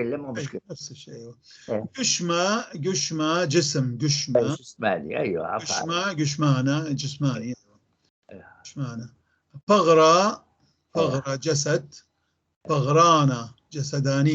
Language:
North Levantine Arabic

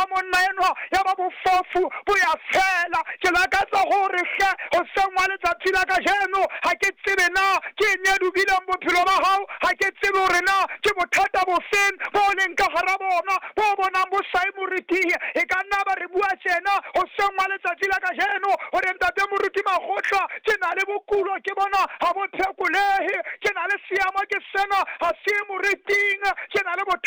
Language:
Southern Sotho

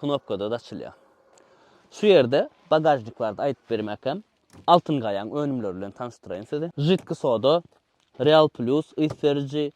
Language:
Turkmen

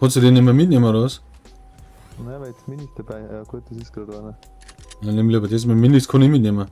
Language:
Bavarian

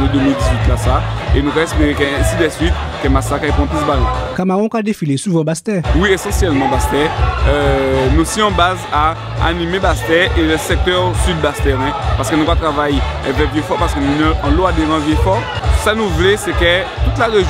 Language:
Guadeloupean Creole French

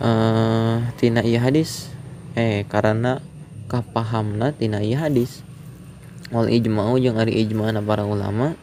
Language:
Sundanese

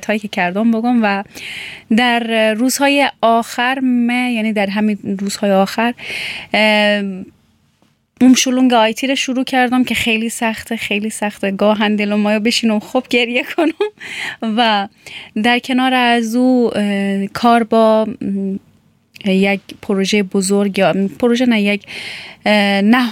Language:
Persian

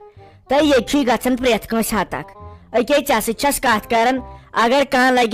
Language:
Kashmiri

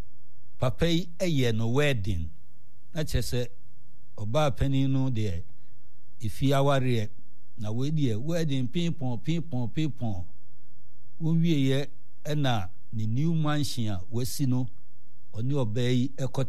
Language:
Akan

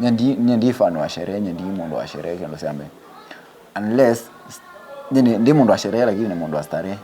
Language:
Kamba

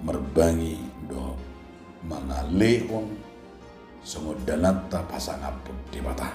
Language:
Batak Toba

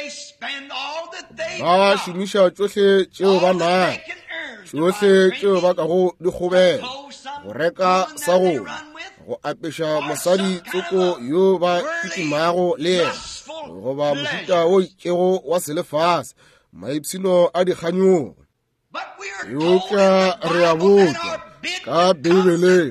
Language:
Northern Sotho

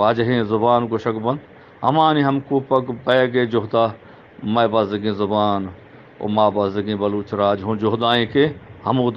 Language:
Eastern Balochi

